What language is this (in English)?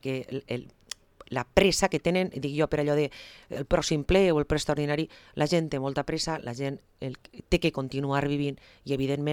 Catalan